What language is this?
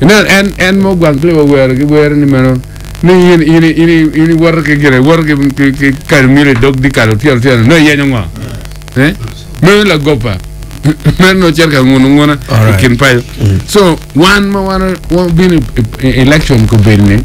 Acoli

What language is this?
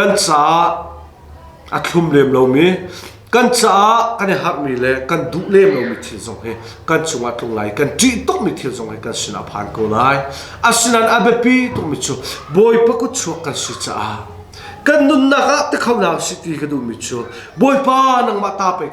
Hakha Chin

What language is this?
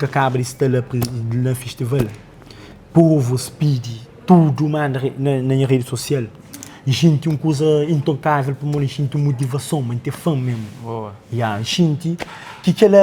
Kabuverdianu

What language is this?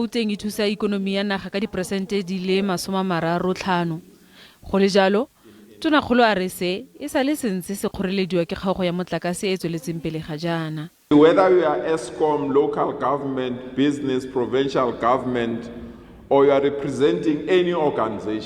Tswana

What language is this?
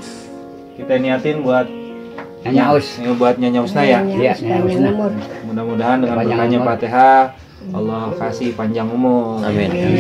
Betawi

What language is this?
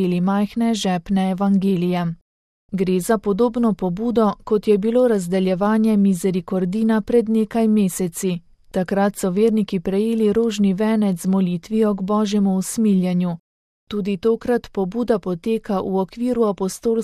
Slovenian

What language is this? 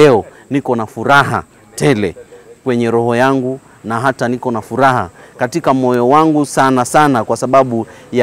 Swahili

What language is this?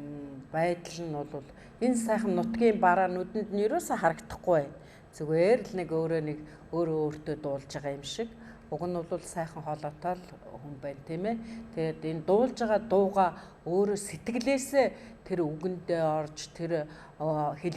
Mongolian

